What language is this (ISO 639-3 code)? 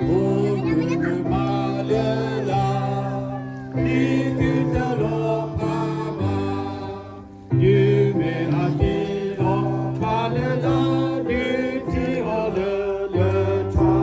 ksw